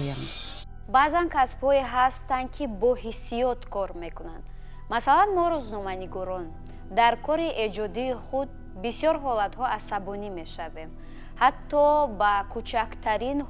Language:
Tajik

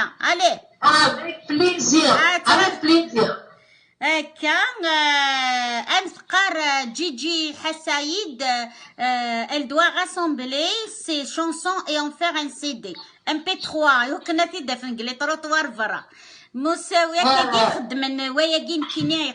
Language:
Kabyle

